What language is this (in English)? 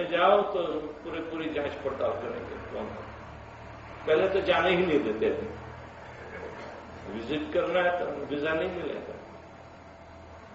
Hindi